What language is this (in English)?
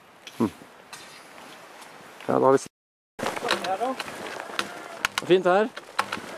Norwegian